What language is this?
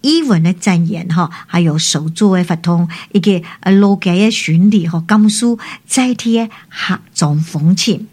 Min Nan Chinese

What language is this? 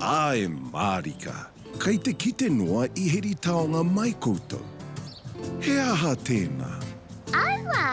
Māori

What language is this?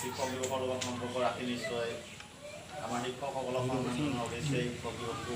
Assamese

